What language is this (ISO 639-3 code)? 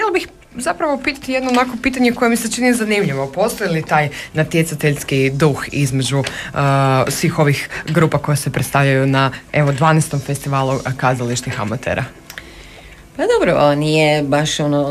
hrv